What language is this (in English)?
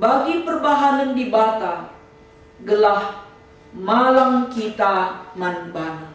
Batak Karo